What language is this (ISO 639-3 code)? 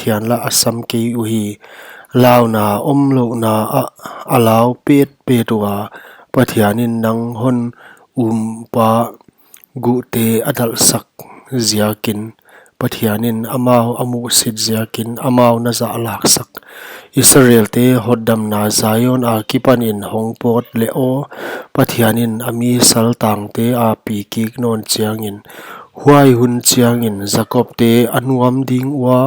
pck